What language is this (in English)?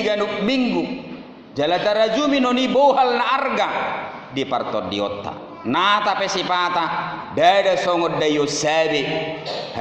Batak Toba